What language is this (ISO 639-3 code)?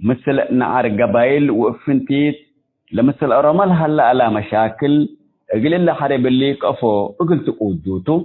tig